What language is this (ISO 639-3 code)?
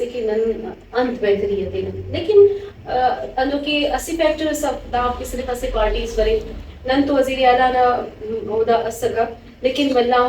brh